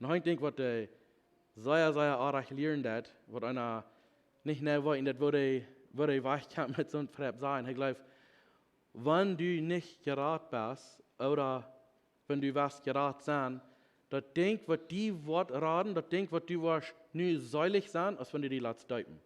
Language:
Plautdietsch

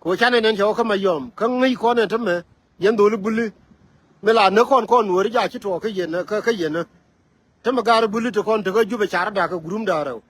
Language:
Nuer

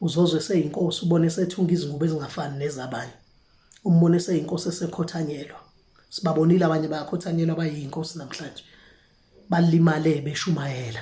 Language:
Zulu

